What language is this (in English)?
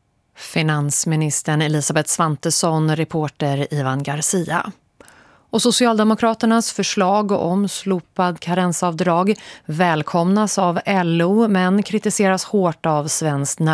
Swedish